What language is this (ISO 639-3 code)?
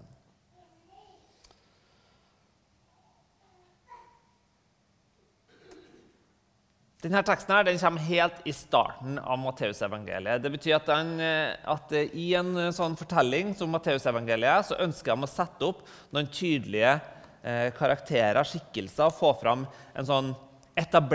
nor